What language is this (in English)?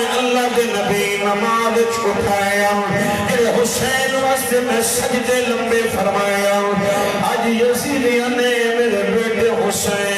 Saraiki